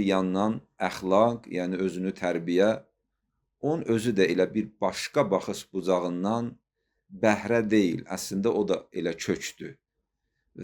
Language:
Azerbaijani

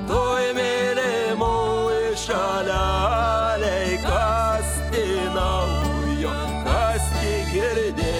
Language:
Lithuanian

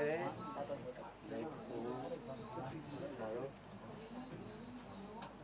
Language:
Gujarati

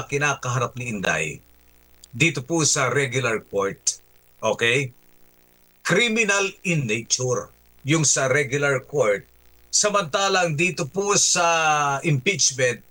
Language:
Filipino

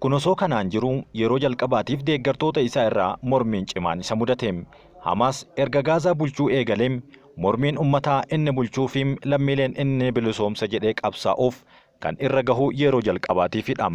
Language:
Oromo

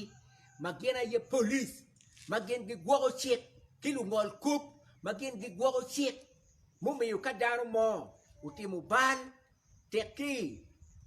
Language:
Acoli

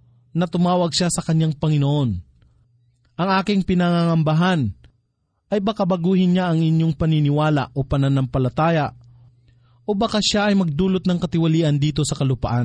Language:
Filipino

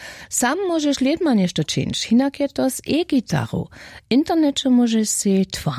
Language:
Upper Sorbian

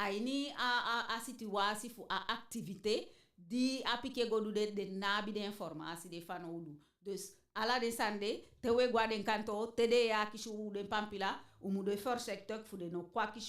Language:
Eastern Maroon Creole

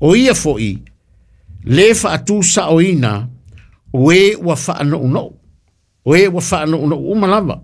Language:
Samoan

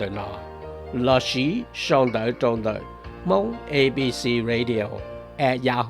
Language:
Hmong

